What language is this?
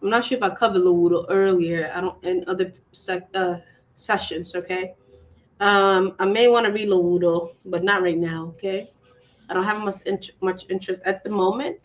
Acoli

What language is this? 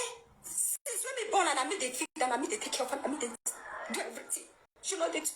Nigerian Pidgin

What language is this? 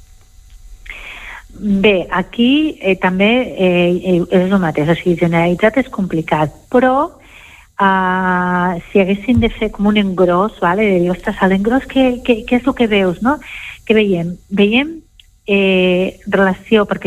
Catalan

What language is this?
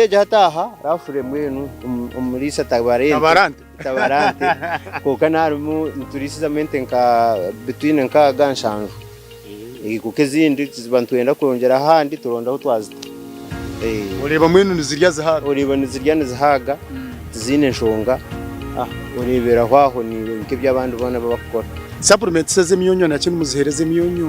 Nyankole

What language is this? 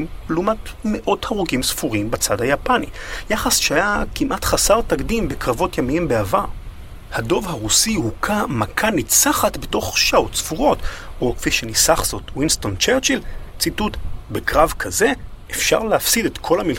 Hebrew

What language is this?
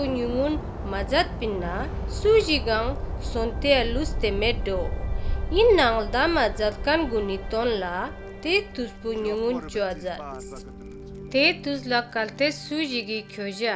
Ladakhi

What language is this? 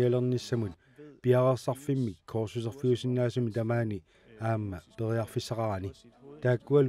Kalaallisut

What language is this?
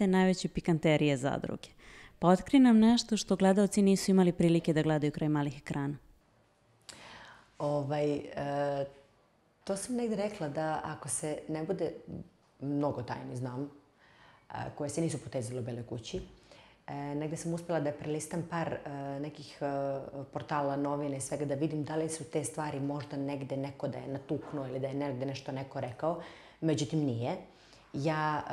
Serbian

